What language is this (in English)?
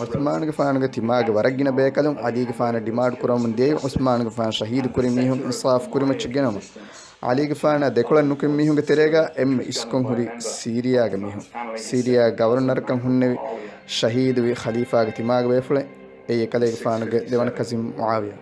Divehi